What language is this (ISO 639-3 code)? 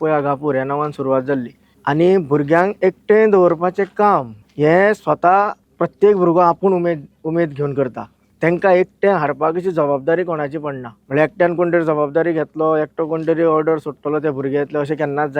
kok